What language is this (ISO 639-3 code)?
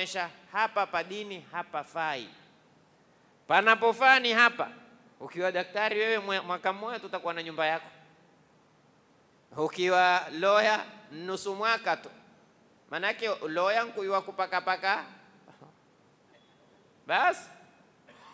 swa